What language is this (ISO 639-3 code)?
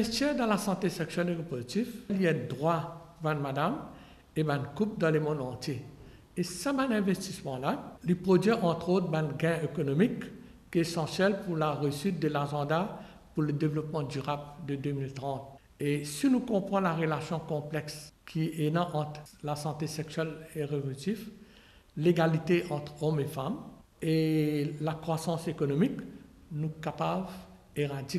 mfe